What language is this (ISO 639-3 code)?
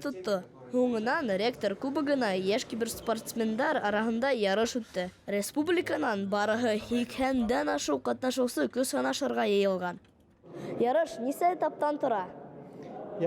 bak